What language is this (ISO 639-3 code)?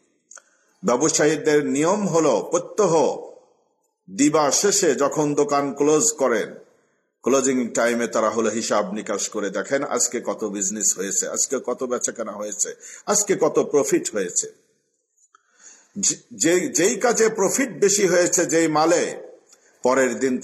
ben